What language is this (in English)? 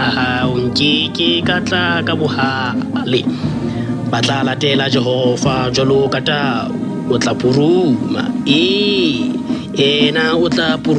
Southern Sotho